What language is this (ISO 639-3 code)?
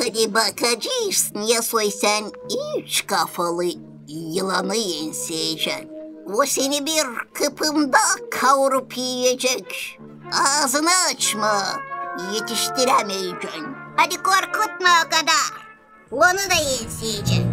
gag